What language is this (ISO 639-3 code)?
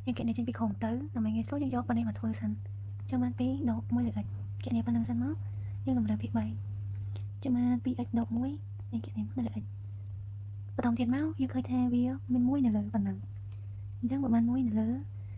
khm